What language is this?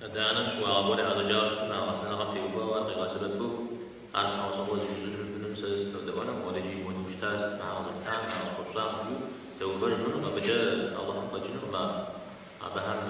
Kabardian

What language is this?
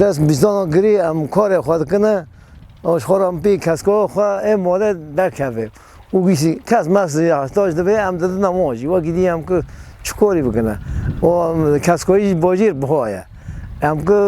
Kurdish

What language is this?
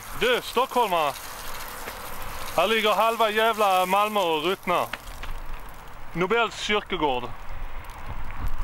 Swedish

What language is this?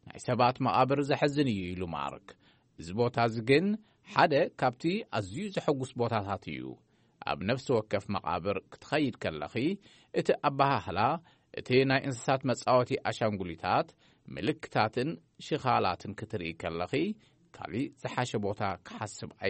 Tigrinya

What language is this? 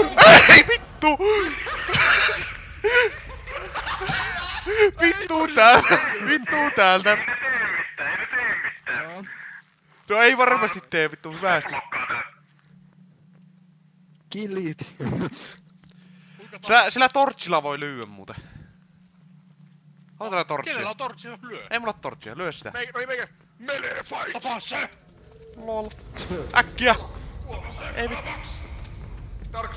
Finnish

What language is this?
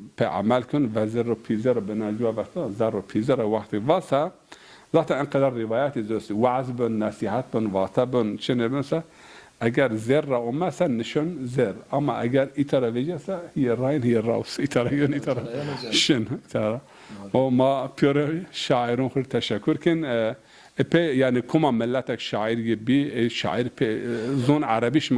Zaza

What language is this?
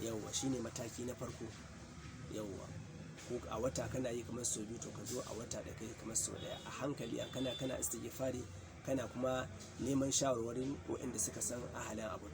Hausa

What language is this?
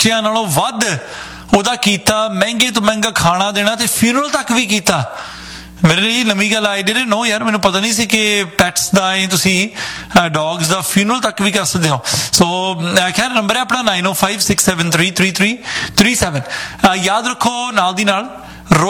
Punjabi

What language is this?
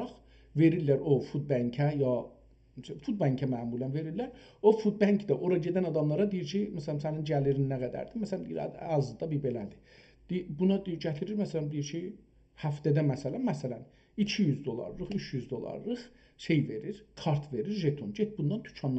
South Azerbaijani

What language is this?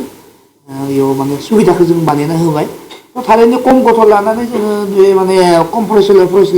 Bodo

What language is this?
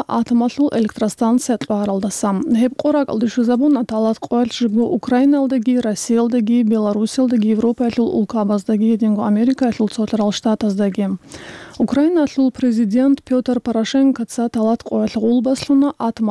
Avaric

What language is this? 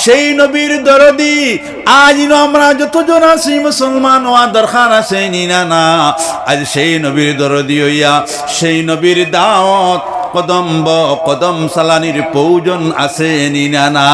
Sylheti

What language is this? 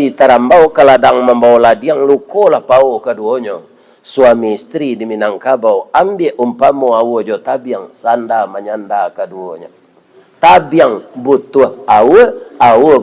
Minangkabau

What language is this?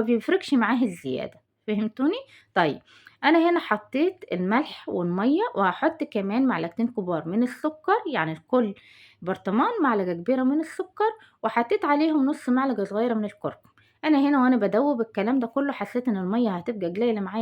Egyptian Arabic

